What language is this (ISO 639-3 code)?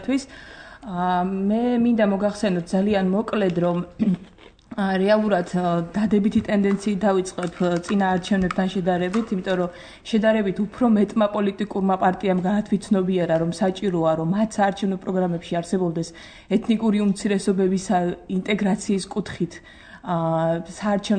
kat